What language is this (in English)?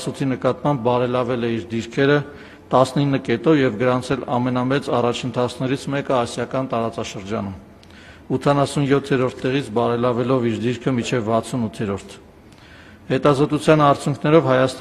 Armenian